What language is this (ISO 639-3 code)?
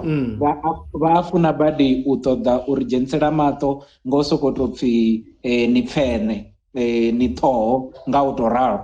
ven